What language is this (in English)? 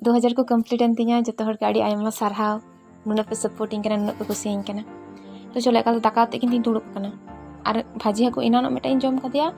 Santali